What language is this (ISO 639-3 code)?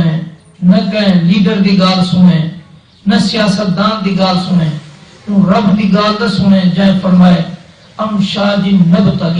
skr